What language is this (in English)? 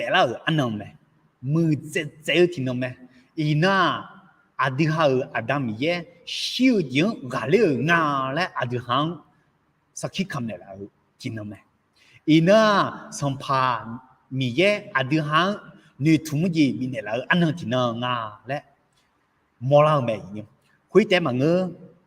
Akha